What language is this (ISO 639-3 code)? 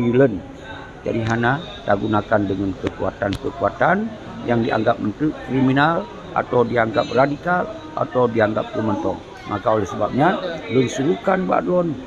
ace